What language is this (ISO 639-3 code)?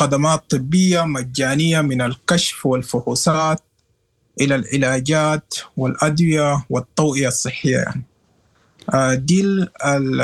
apd